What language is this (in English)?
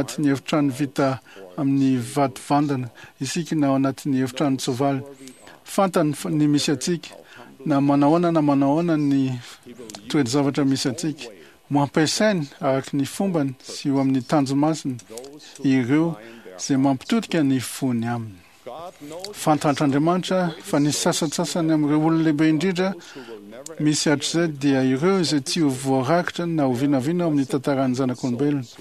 Malagasy